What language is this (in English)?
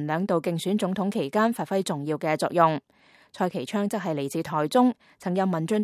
Cantonese